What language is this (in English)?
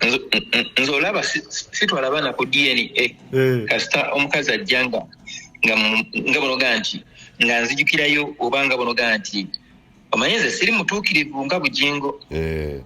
Ganda